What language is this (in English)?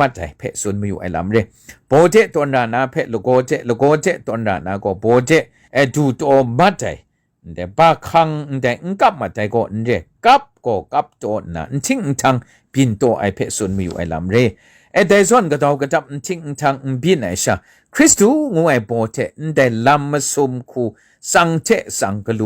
Kachin